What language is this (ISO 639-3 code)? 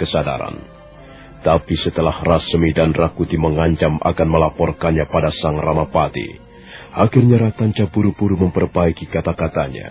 ind